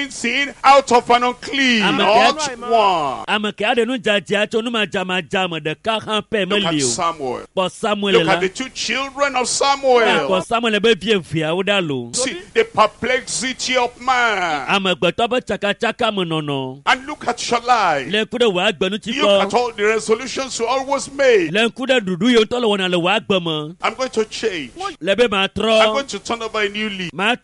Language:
Ewe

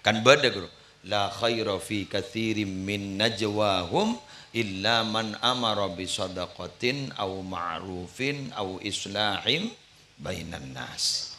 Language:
Madurese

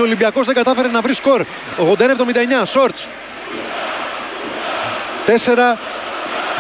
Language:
Greek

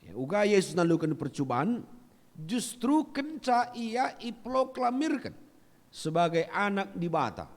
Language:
Batak Karo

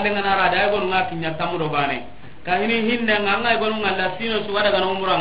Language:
Soninke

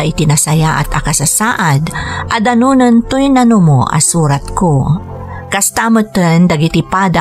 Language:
Iloko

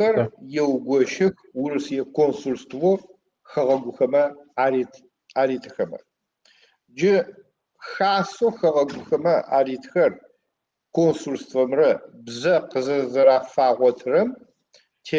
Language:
Adyghe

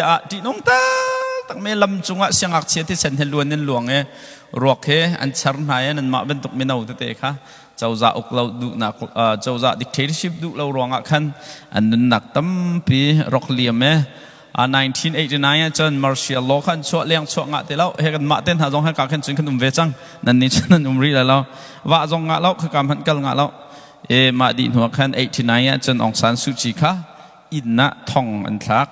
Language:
Hakha Chin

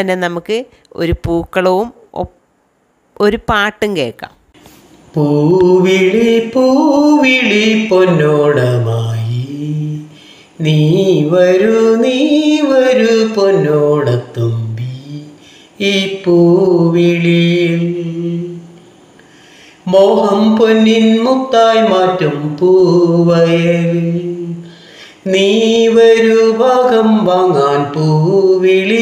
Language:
Malayalam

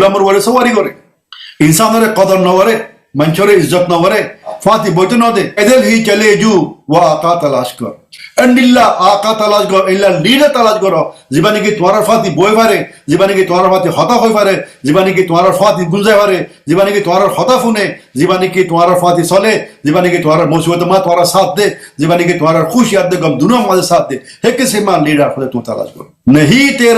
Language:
Rohingya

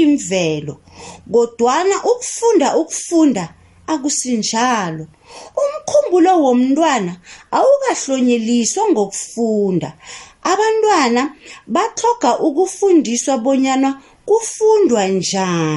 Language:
South Ndebele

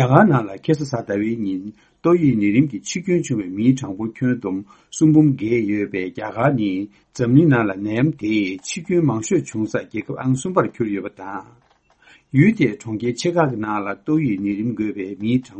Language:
Tibetan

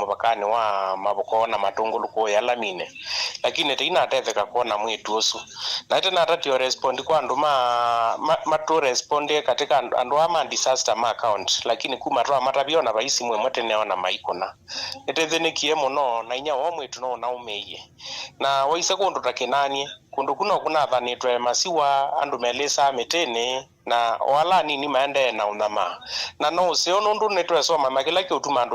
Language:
Kamba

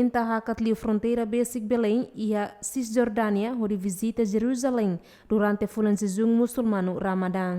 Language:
Tetum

